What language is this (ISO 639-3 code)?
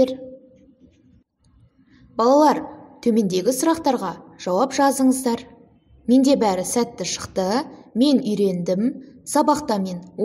kaz